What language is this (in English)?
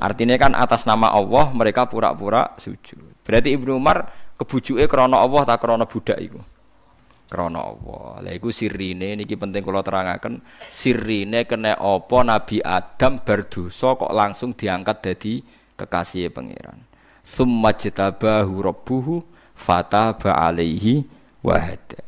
Javanese